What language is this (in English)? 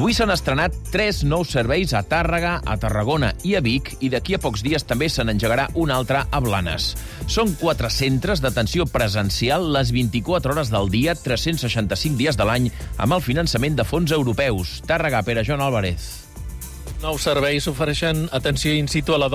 Catalan